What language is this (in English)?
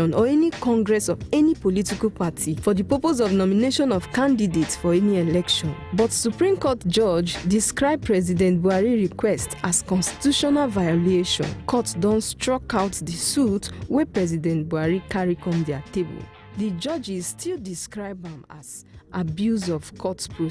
Nigerian Pidgin